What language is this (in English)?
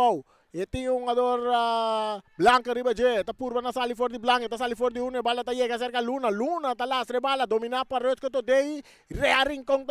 Papiamento